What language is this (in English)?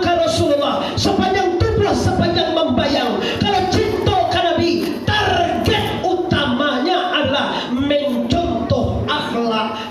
Minangkabau